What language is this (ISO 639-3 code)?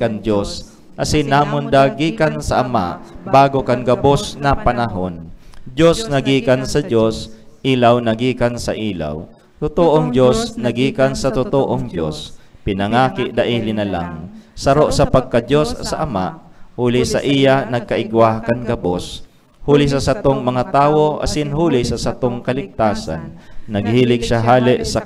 bik